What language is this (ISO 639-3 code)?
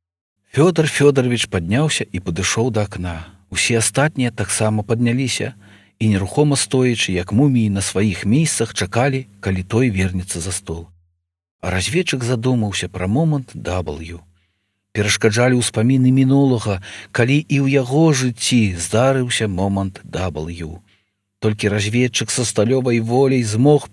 bel